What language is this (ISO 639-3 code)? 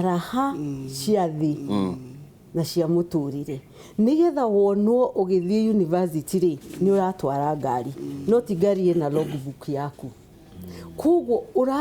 kik